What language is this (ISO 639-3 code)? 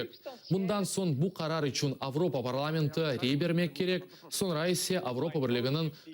crh